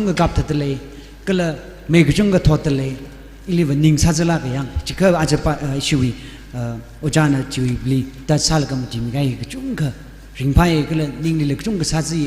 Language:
Tangkhul Naga (India)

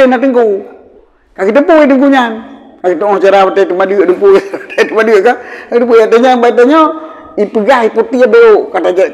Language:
Achinese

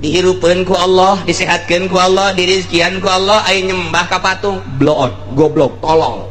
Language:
Sundanese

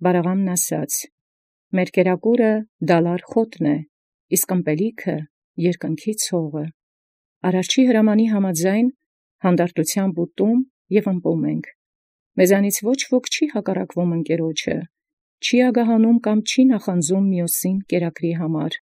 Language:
Armenian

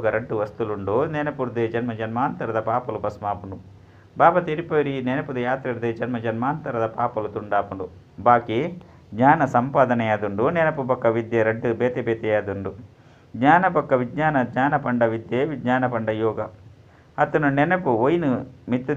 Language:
Tulu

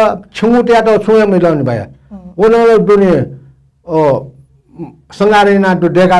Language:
Newari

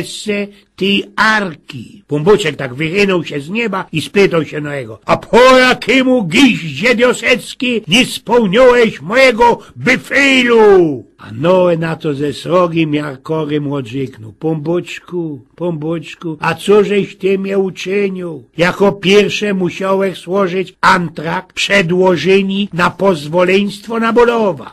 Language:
Silesian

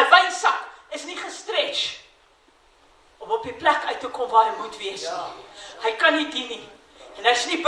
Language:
Afrikaans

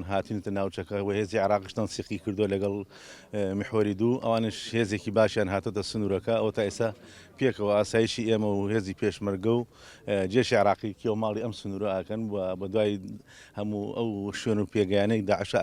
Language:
Central Kurdish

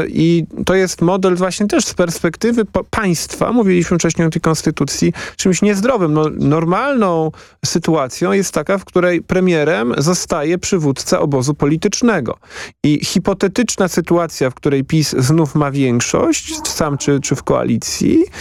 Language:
Polish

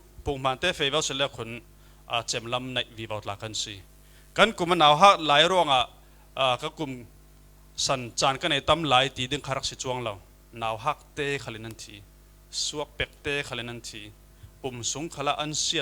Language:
Falam Chin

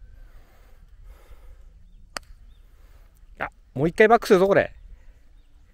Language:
Japanese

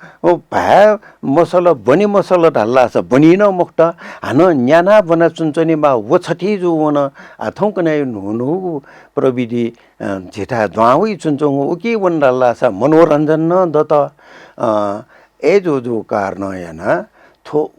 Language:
Newari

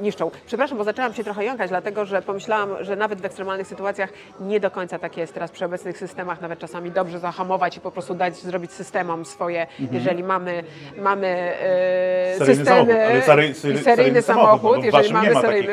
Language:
Polish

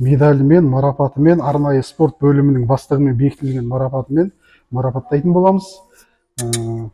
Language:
Kazakh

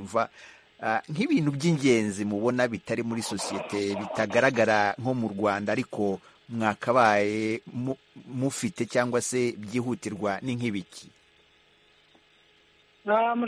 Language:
Kinyarwanda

